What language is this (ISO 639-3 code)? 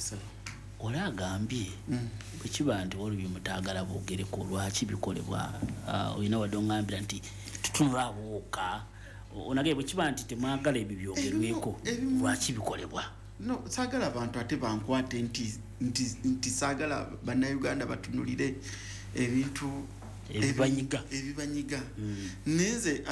lug